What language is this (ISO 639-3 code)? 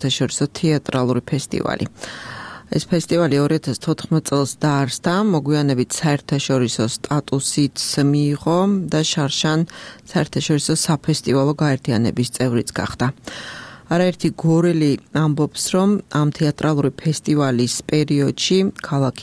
kat